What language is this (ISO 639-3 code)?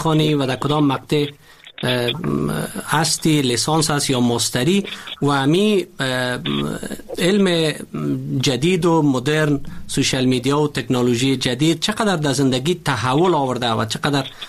fas